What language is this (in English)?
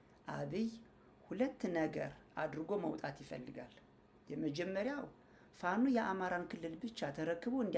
Amharic